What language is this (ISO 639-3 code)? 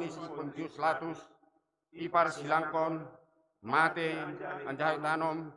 bts